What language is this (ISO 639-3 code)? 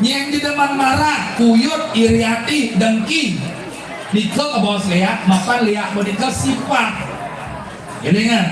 ban